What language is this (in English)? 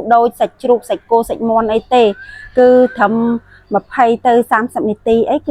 Khmer